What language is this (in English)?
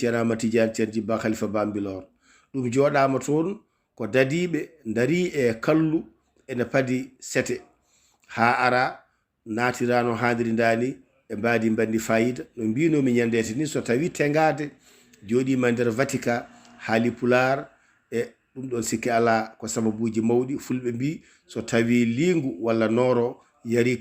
Fula